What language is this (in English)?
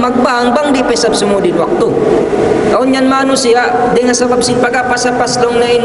Tausug